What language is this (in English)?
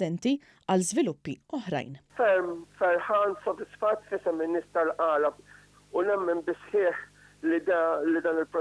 Maltese